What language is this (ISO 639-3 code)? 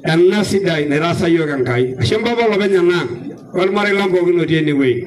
mas